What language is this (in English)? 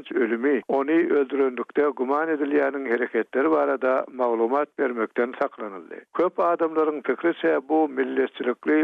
Turkmen